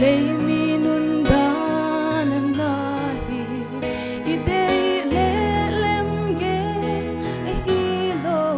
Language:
Paite Chin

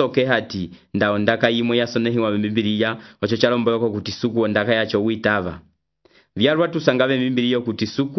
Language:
Umbundu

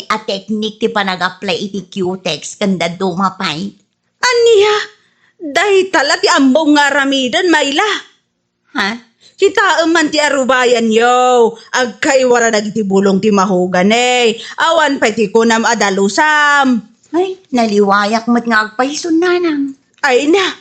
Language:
Iloko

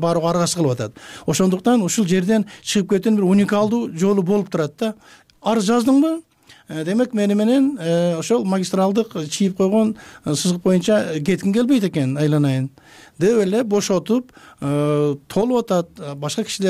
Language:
Kyrgyz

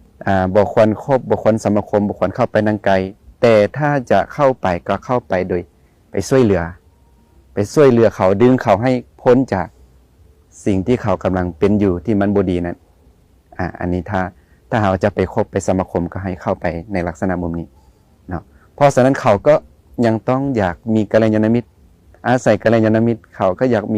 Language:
Lao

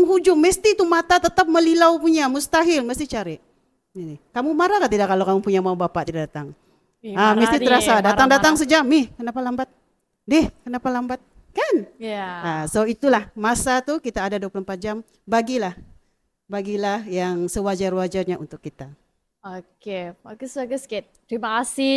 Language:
Malay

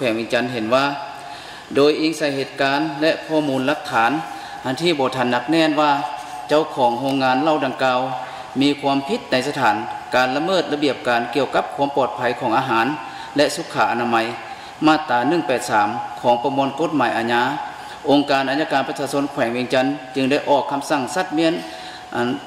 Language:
Lao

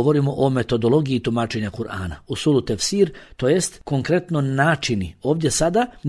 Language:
Bosnian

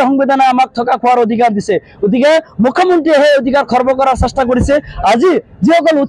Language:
Assamese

